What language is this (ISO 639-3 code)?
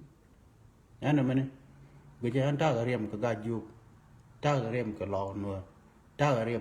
nus